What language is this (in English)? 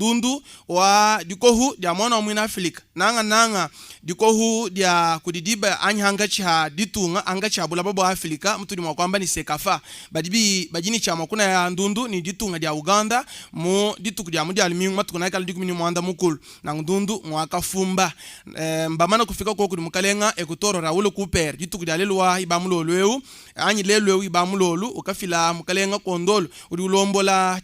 Luba-Lulua